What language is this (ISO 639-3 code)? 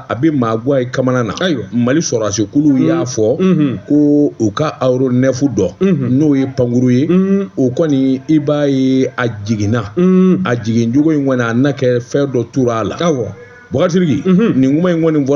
bam